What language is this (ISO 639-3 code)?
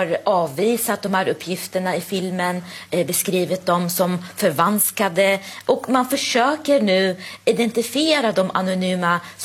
swe